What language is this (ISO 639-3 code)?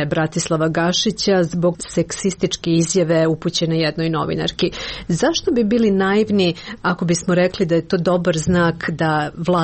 srp